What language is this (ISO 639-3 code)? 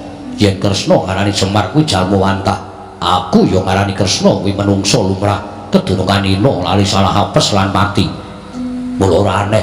jav